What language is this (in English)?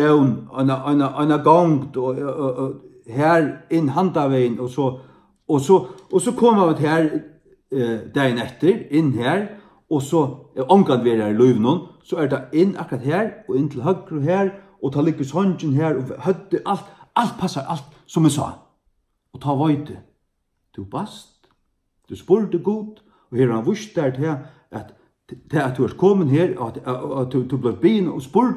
Faroese